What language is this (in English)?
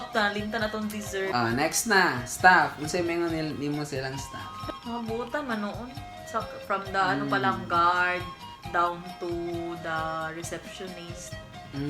Cebuano